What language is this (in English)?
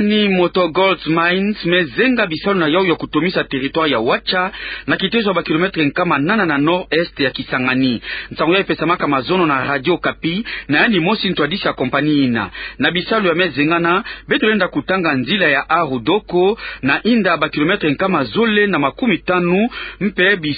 Kituba (Democratic Republic of Congo)